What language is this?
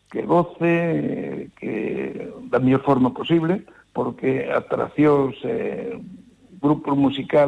Galician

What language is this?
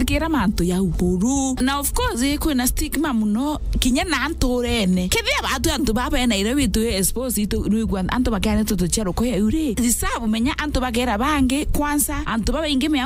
Meru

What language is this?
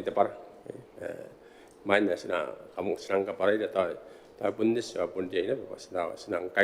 Gilbertese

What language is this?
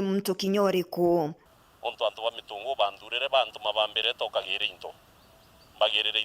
Meru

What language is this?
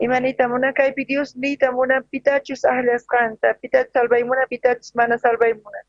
South Bolivian Quechua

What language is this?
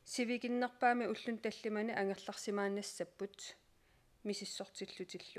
Kalaallisut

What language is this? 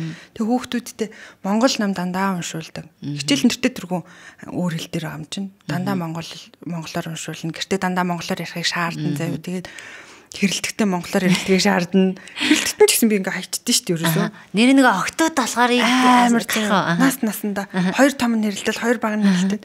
Mongolian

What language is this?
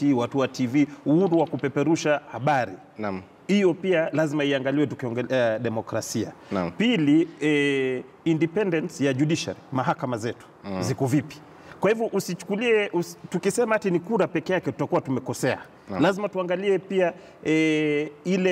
Swahili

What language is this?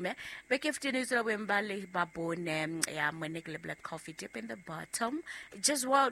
Southern Sotho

